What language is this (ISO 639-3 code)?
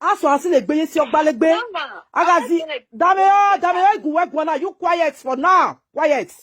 pcm